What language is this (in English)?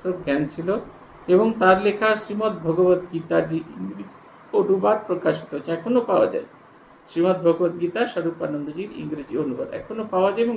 Bangla